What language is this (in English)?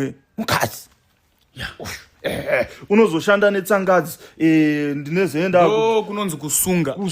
Shona